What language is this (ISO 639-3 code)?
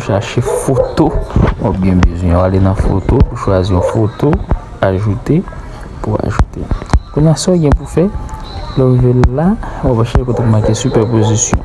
hat